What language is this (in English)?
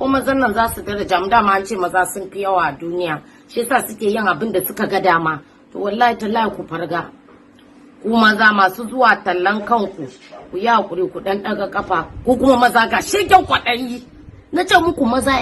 Hausa